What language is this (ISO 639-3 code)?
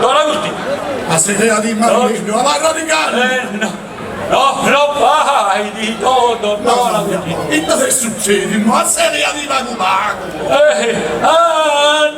srd